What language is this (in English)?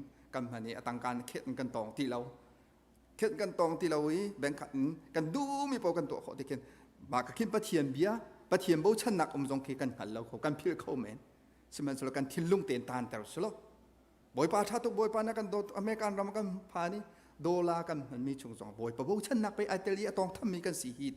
Hakha Chin